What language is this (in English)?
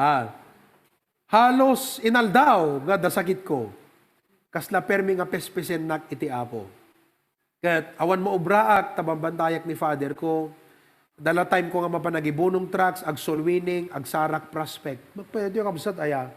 Iloko